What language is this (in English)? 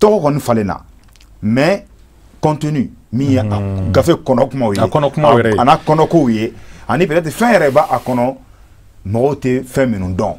Bambara